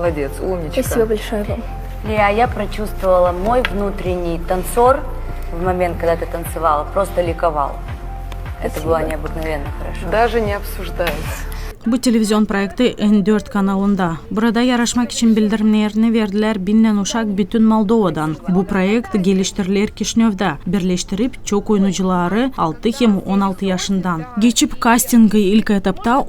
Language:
Gagauz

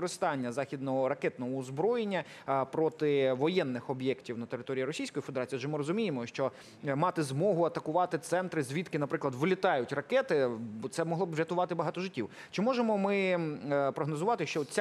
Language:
Ukrainian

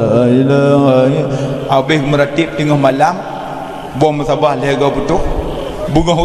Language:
Achinese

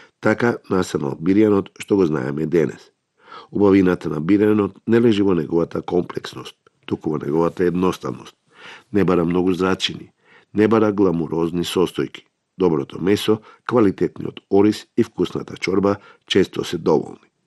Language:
Macedonian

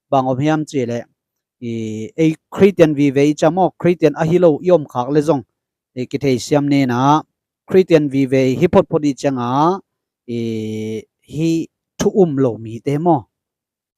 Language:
Tedim Chin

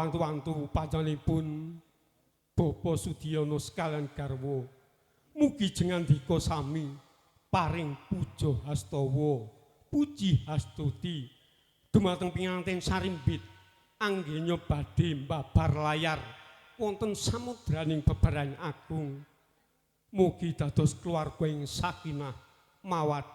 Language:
Javanese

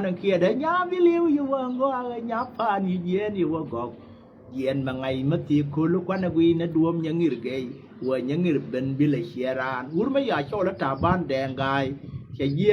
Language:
Nuer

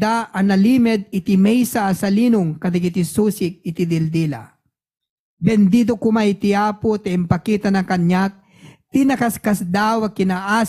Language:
Iloko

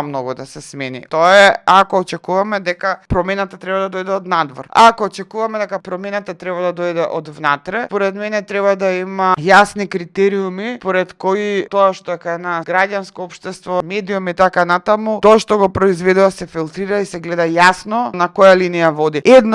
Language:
Macedonian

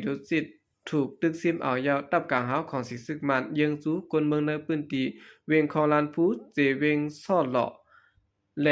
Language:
Shan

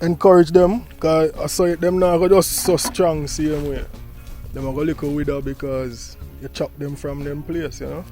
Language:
Jamaican Creole English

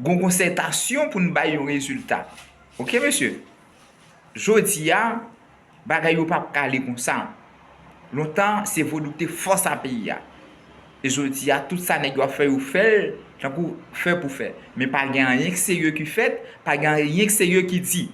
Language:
Haitian Creole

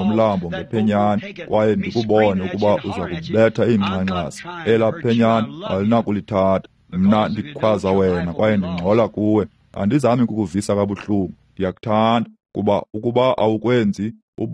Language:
Xhosa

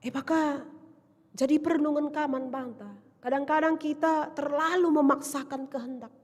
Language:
Batak Karo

